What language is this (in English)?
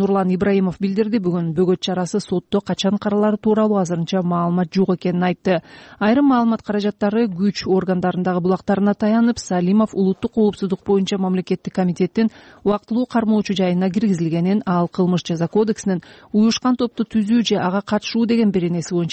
Kyrgyz